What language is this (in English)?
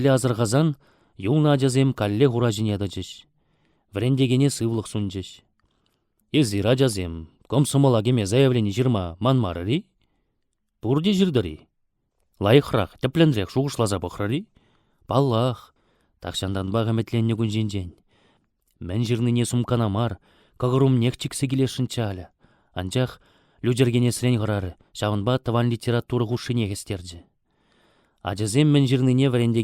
Chuvash